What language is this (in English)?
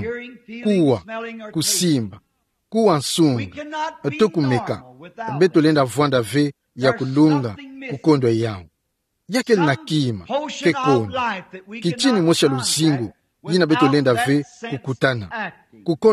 Kituba (Democratic Republic of Congo)